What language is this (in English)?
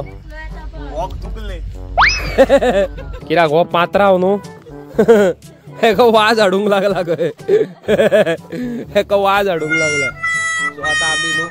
Konkani